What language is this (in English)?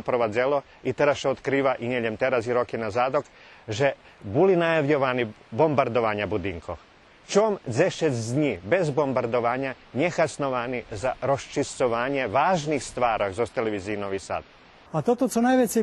Rusyn